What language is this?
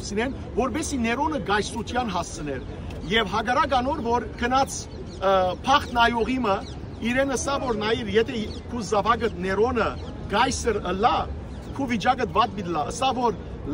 Western Armenian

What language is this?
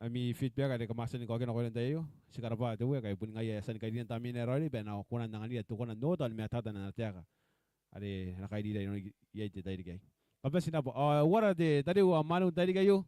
Gilbertese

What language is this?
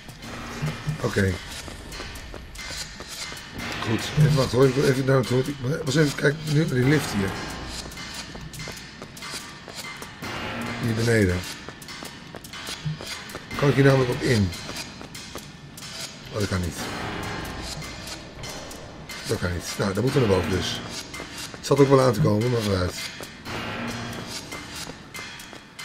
Dutch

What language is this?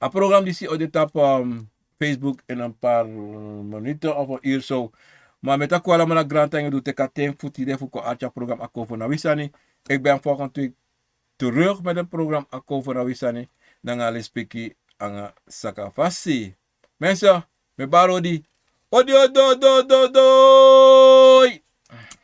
Sranan Tongo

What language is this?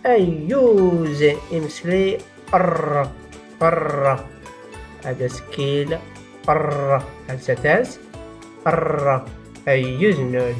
Tachelhit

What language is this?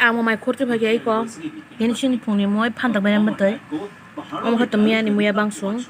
Kok Borok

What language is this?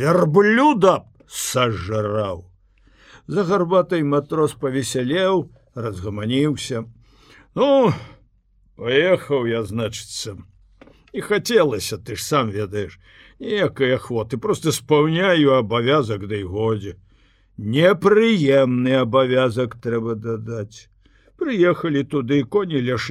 Belarusian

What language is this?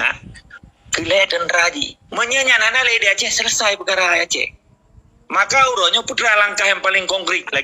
Achinese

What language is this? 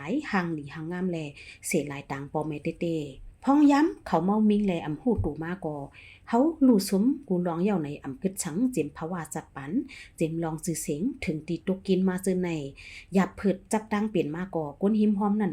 Shan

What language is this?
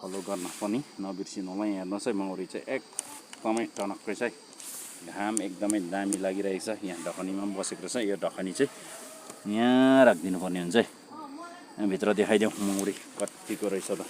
Nepali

